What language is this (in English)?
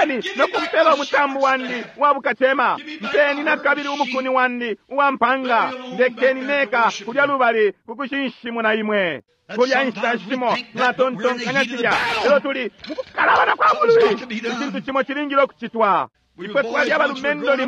Bemba